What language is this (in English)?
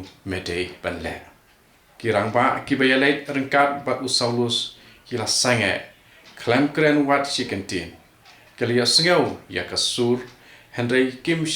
Khasi